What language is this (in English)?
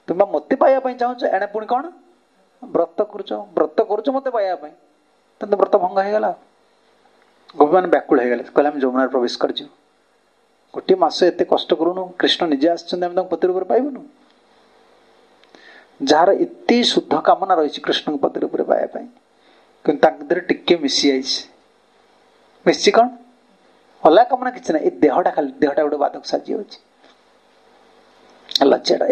Odia